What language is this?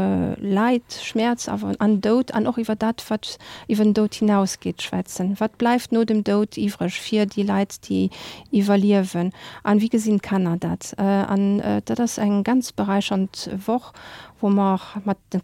Luxembourgish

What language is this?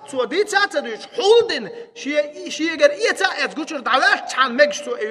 Chechen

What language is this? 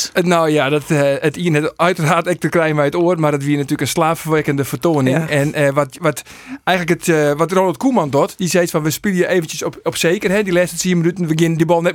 Western Frisian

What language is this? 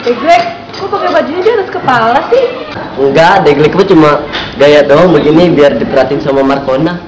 Betawi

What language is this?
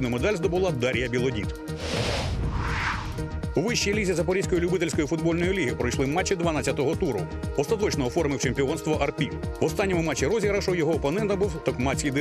Ukrainian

